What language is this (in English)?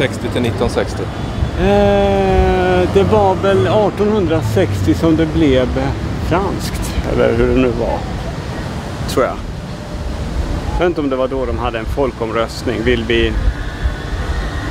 Swedish